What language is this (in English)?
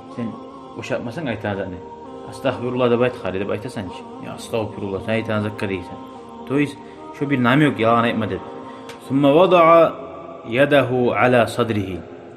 Kumyk